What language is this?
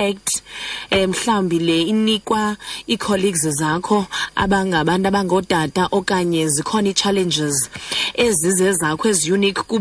Xhosa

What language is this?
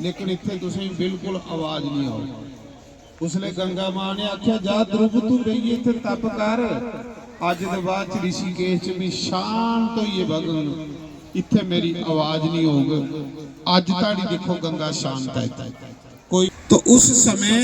Dogri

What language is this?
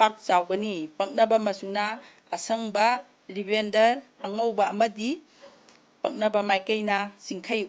Manipuri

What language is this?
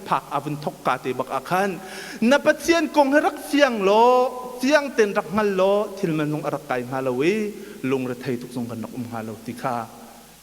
Hakha Chin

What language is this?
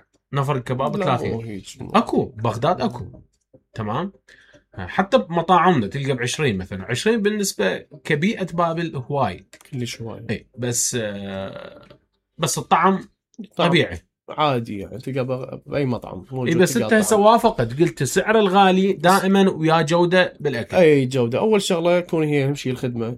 Mesopotamian Arabic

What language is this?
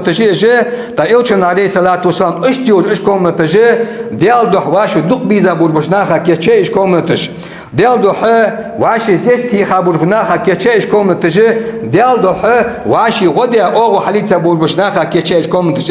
Ingush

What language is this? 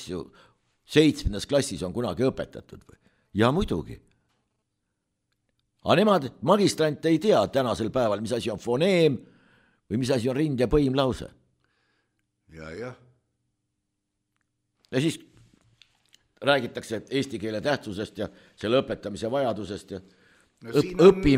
Estonian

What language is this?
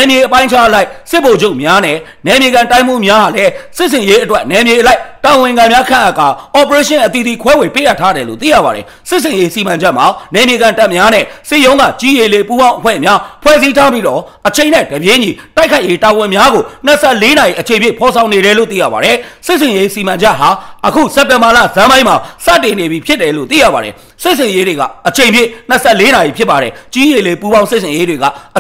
Burmese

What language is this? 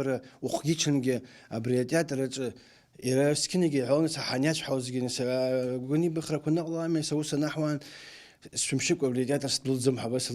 Abkhazian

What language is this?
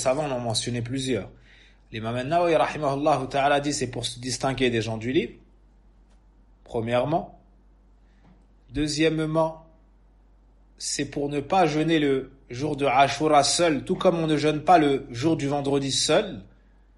French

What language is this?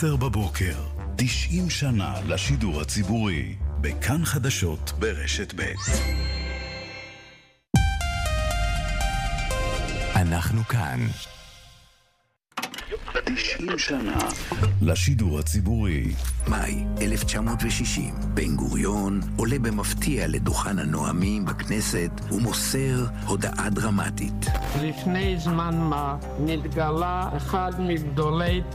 Hebrew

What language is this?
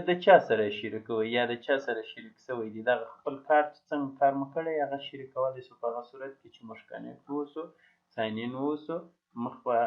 Pashto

